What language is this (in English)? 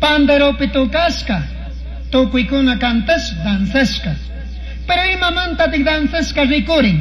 Chimborazo Highland Quichua